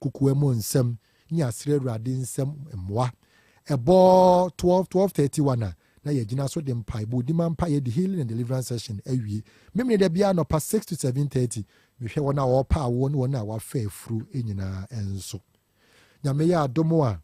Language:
Akan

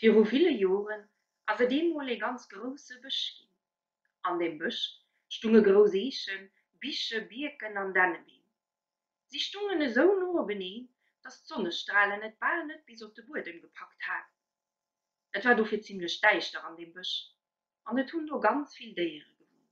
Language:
Luxembourgish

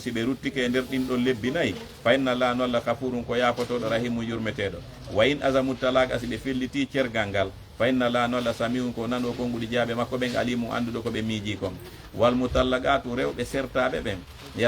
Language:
Fula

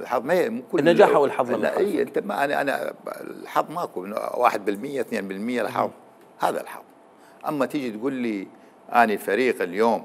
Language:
Mesopotamian Arabic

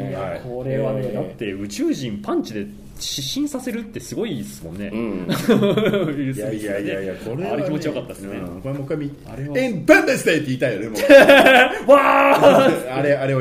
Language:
Japanese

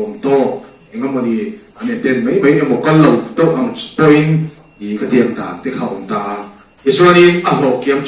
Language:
Mizo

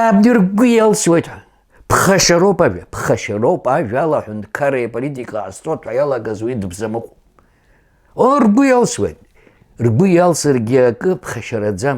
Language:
Abkhazian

